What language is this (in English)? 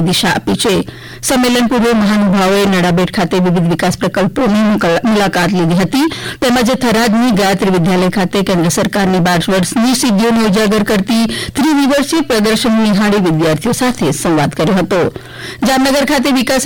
Gujarati